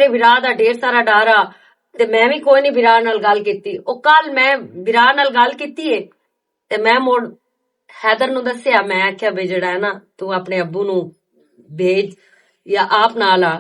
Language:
Western Panjabi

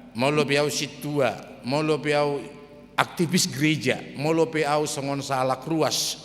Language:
Batak Toba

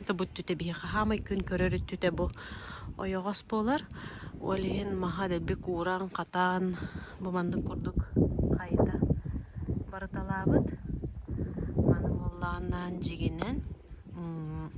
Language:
Yakut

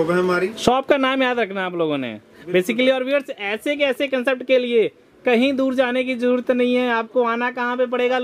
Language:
Hindi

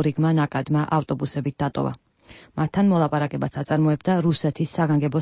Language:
Georgian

